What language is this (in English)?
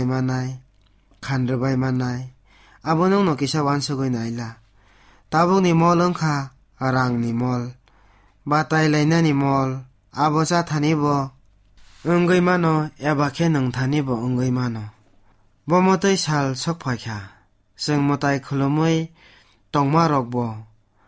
Kok Borok